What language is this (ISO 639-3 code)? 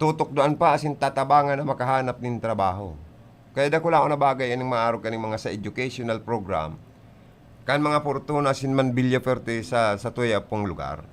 bik